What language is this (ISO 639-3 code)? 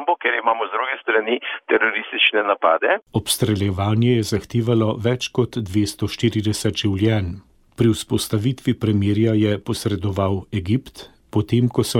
slv